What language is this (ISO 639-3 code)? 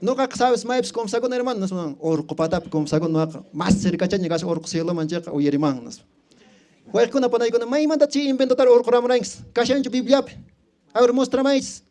que